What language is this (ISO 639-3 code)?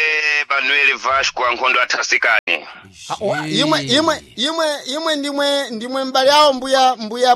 seh